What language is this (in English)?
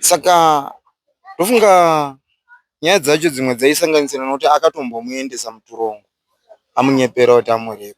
Shona